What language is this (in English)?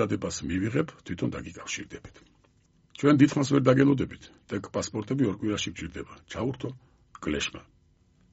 Georgian